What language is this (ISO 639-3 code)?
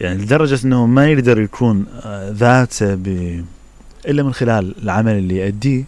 acm